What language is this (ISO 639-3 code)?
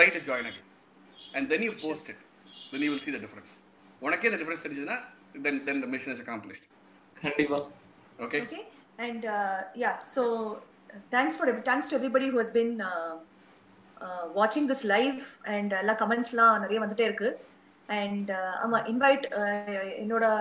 tam